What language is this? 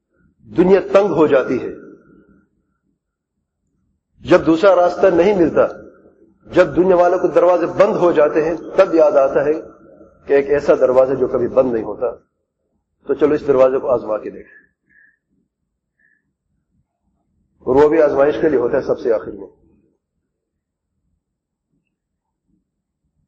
Urdu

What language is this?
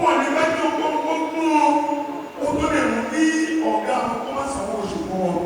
Yoruba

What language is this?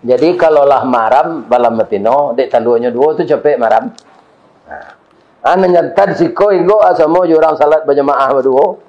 Minangkabau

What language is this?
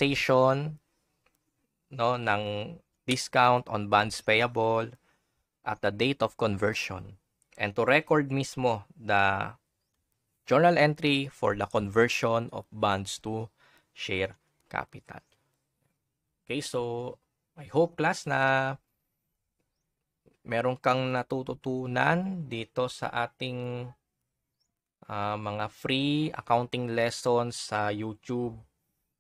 Filipino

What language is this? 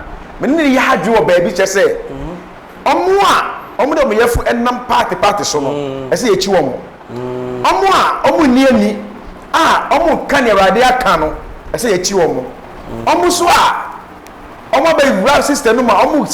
Akan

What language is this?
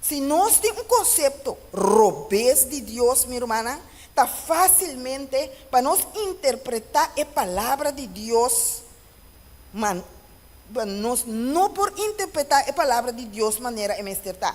Papiamento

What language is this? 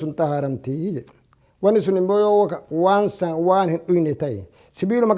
Oromo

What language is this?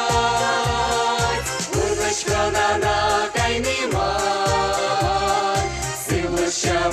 Chuvash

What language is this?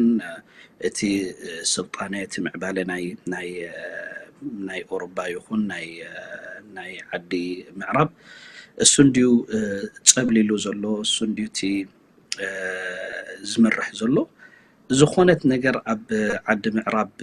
Tigrinya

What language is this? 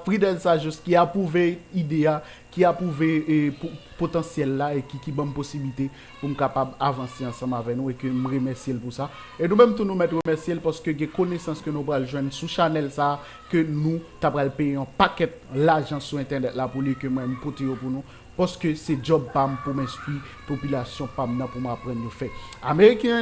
Haitian Creole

